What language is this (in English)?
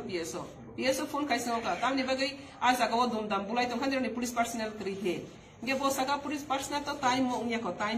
Riang (India)